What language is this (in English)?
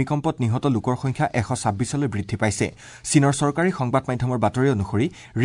Assamese